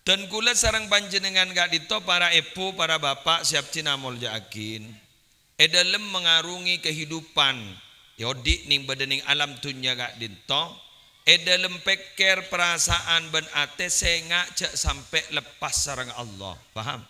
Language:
Madurese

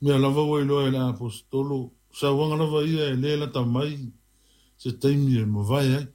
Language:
Samoan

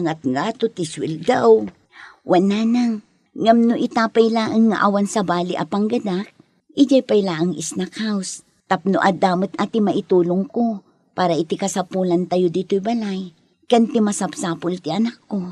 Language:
Iloko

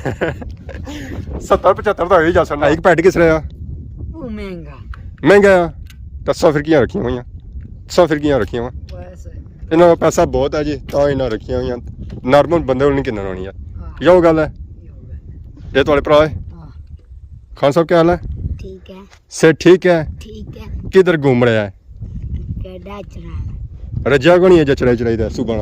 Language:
Pahari-Potwari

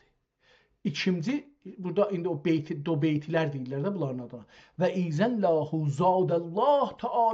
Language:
South Azerbaijani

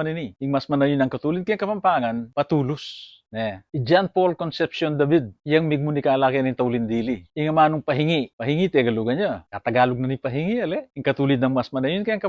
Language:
Pampanga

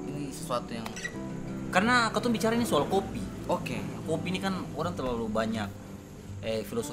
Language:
Ambonese Malay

